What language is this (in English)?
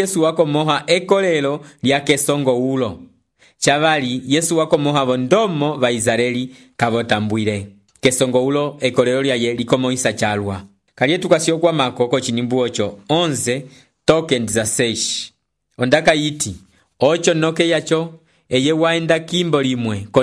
Umbundu